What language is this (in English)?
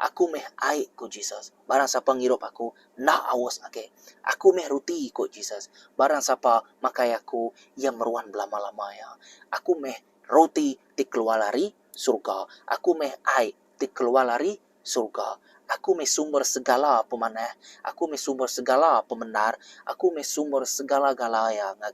Iban